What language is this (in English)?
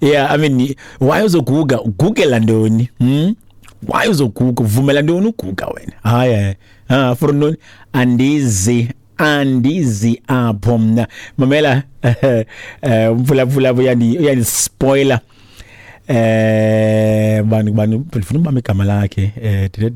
Xhosa